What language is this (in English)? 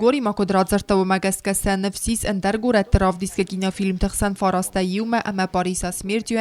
Ossetic